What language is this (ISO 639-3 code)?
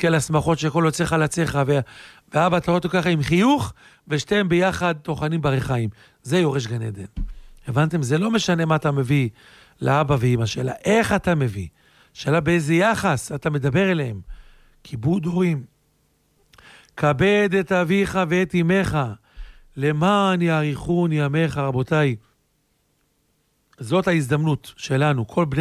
heb